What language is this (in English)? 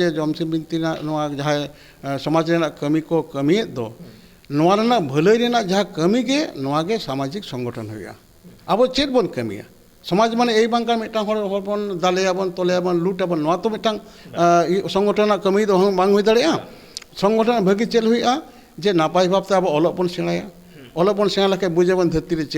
Santali